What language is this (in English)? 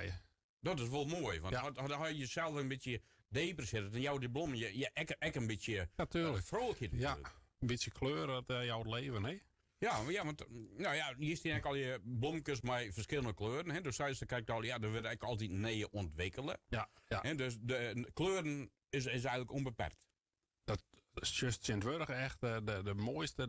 Western Frisian